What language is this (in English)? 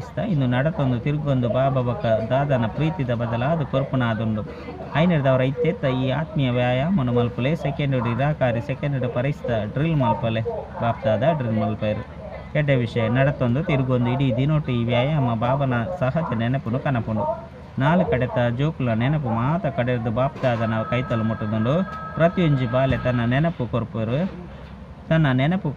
Tulu